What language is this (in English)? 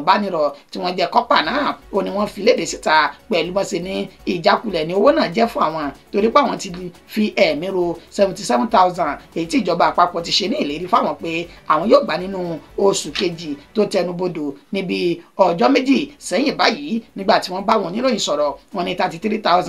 Yoruba